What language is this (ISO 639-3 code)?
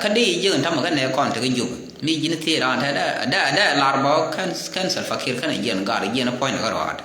nus